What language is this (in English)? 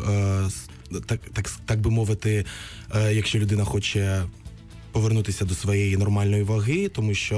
Ukrainian